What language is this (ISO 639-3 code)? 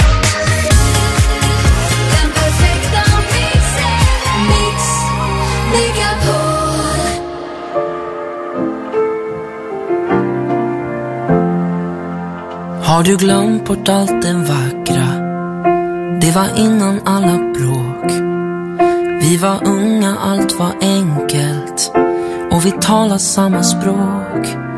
swe